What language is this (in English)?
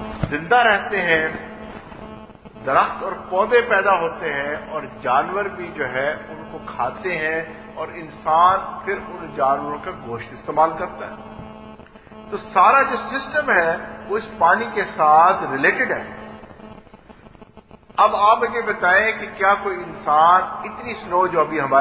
Urdu